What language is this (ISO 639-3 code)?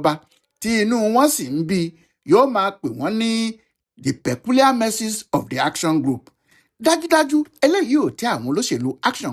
yor